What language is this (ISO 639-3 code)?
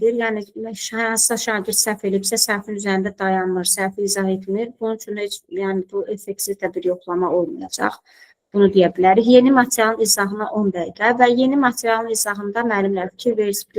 aze